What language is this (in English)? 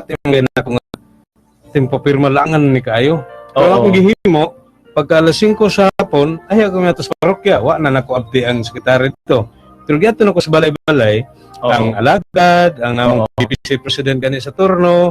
Cebuano